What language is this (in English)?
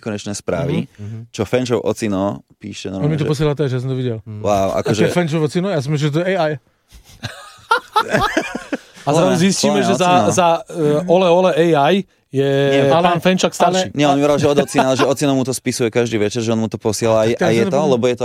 Slovak